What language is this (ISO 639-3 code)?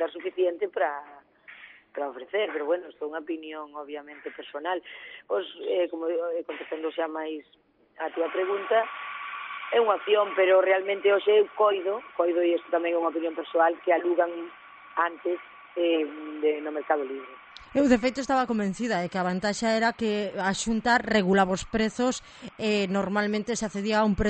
glg